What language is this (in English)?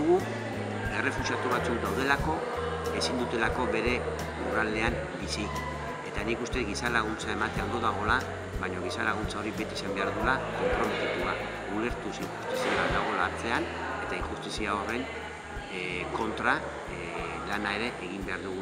Basque